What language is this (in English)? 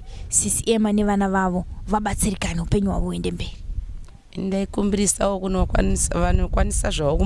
Shona